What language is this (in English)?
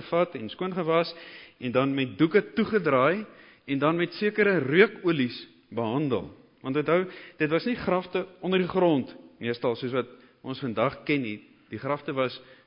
Afrikaans